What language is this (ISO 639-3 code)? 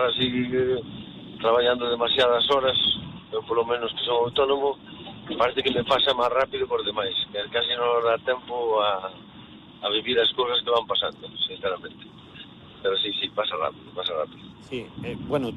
glg